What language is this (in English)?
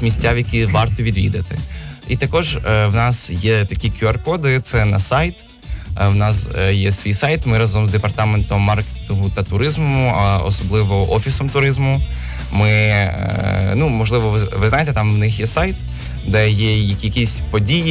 Ukrainian